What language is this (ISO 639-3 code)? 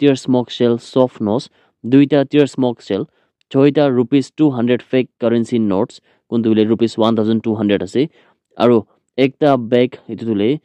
nag